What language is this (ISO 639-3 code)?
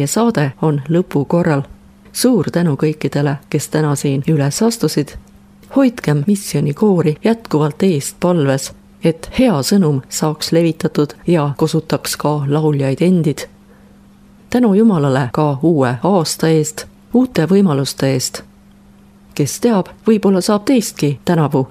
est